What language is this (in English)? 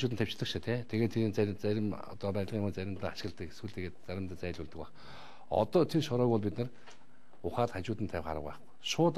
Mongolian